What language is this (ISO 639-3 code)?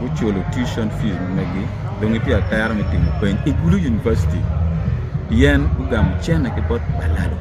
ach